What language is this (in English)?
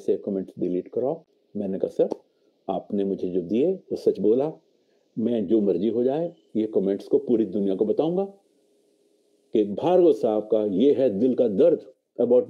Hindi